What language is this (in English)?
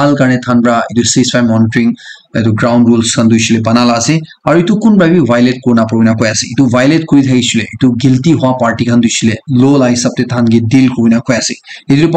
Naga Pidgin